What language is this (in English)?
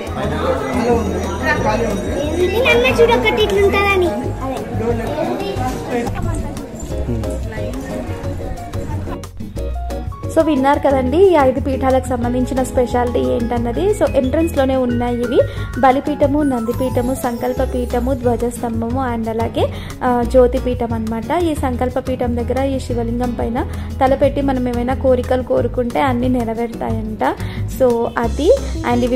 Telugu